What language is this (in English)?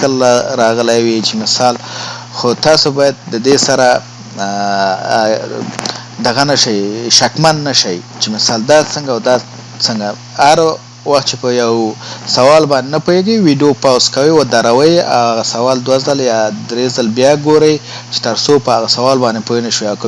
Pashto